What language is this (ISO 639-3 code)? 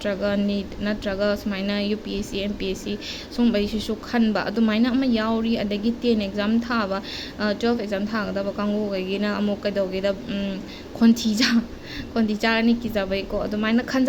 mni